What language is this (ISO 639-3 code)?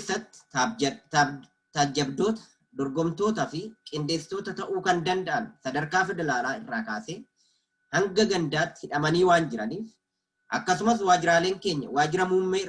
orm